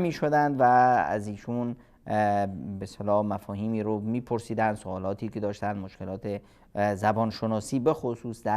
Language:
Persian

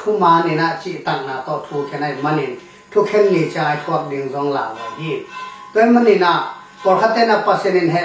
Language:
Tedim Chin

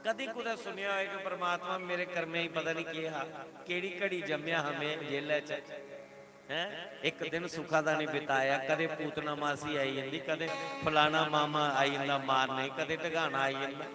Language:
Dogri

